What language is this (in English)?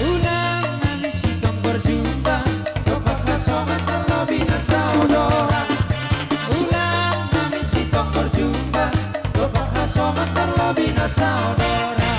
Batak Simalungun